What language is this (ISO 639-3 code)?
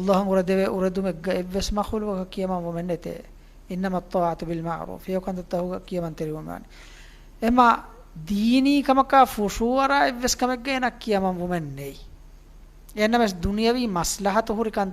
div